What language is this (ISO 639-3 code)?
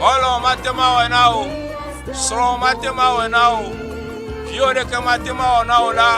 ewe